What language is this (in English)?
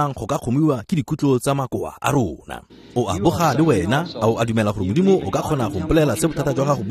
Tswana